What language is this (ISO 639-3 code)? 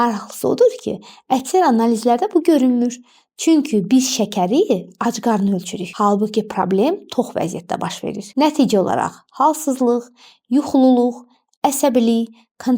aze